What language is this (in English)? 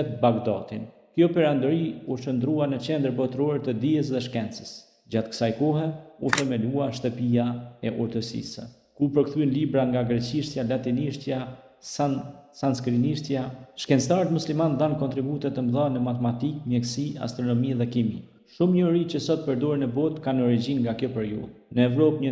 Albanian